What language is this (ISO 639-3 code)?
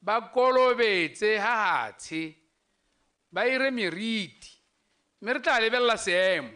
tsn